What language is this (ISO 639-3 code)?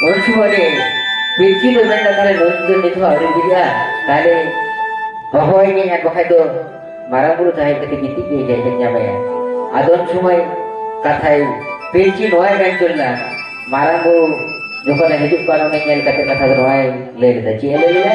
sat